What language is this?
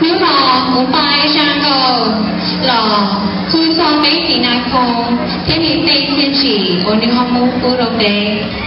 Hmong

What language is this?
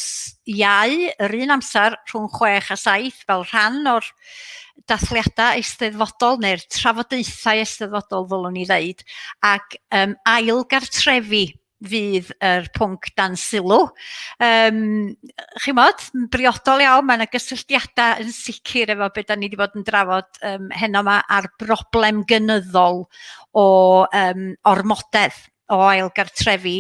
Welsh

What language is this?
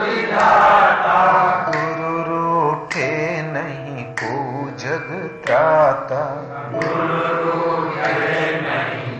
Hindi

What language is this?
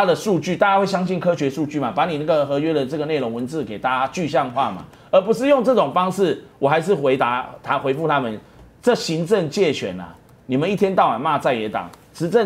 Chinese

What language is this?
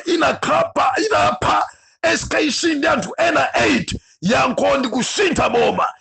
Nyanja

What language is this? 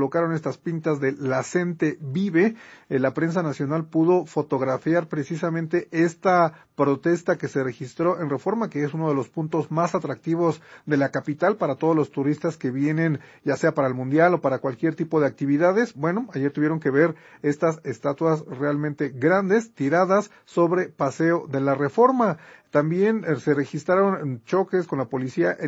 Spanish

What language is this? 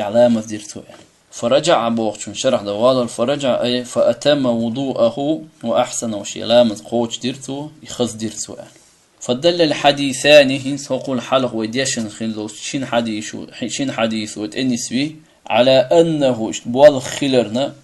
Chechen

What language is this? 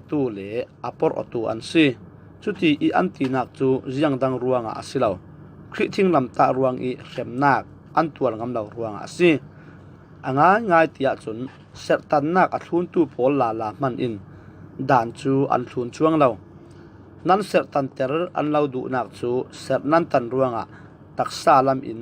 Falam Chin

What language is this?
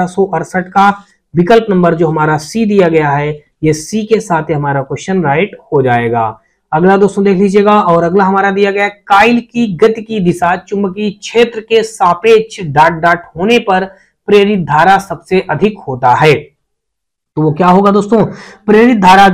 Hindi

